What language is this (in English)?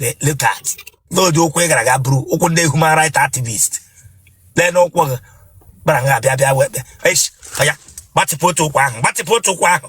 Igbo